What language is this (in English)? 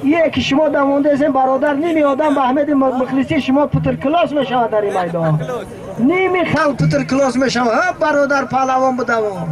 Tajik